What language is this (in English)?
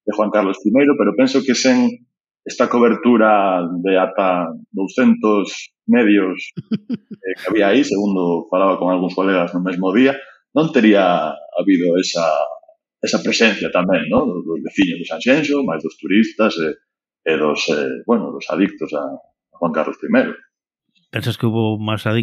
Galician